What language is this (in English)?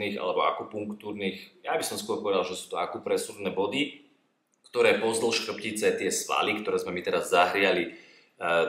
Slovak